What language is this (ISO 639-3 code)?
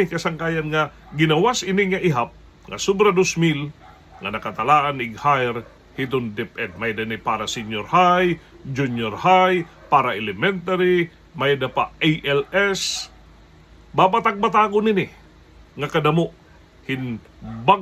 war